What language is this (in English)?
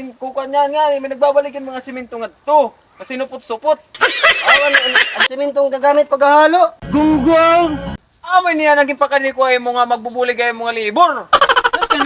Waray